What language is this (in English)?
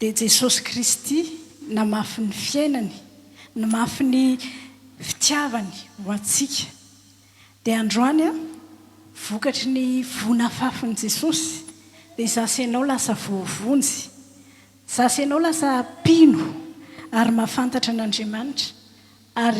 Malagasy